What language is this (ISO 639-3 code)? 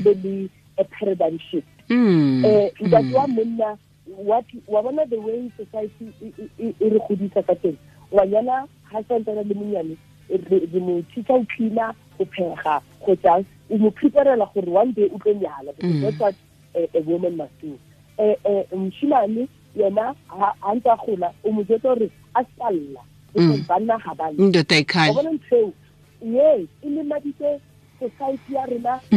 tsn